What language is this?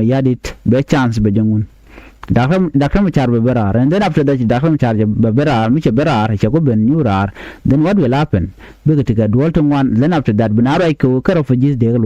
Nuer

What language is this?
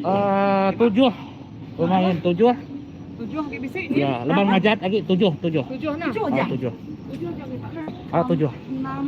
Iban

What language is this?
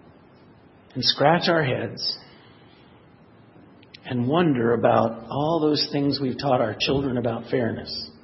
English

